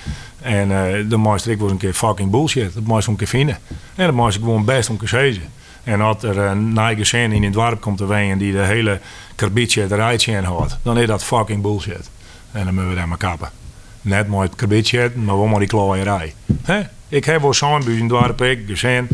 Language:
Western Frisian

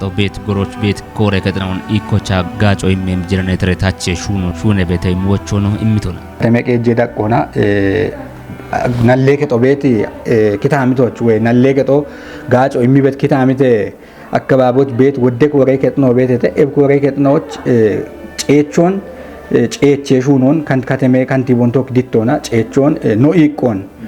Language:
Kafa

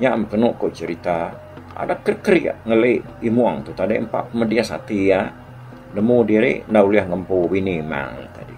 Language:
Iban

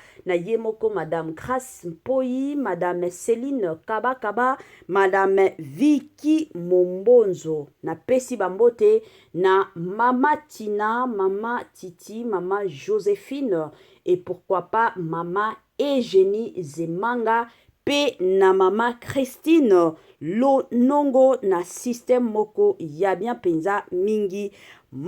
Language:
Lingala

